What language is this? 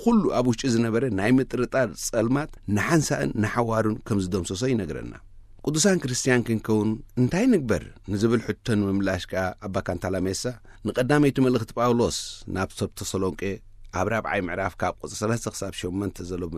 Tigrinya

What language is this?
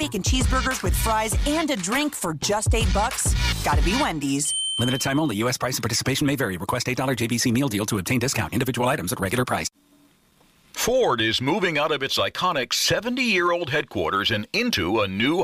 English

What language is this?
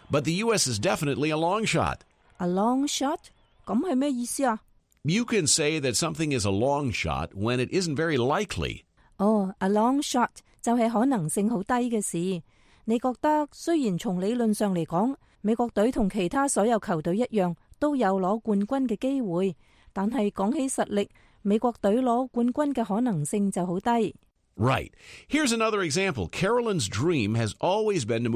Cantonese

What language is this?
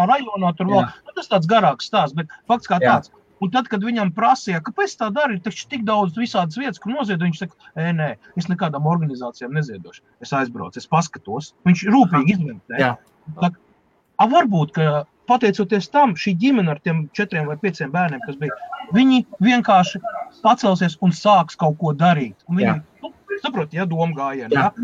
Latvian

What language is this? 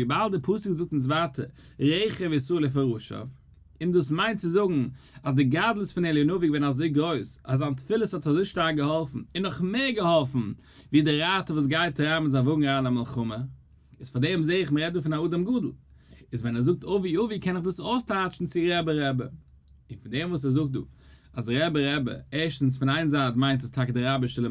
Yiddish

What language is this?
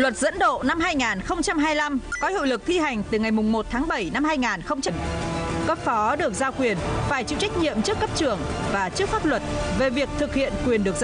Vietnamese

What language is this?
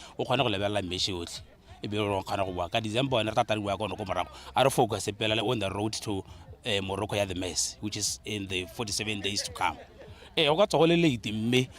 Tswana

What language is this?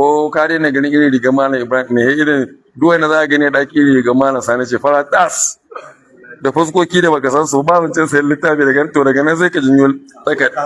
Hausa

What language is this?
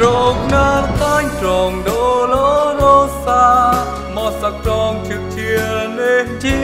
Central Mnong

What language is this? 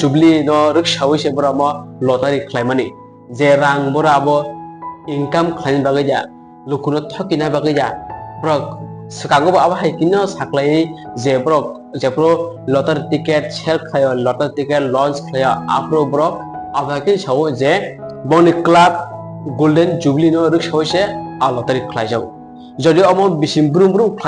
Kok Borok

